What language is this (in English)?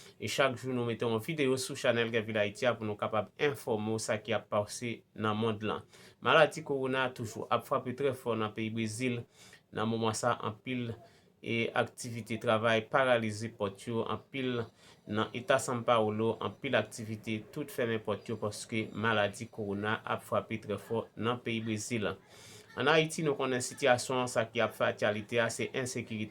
Haitian Creole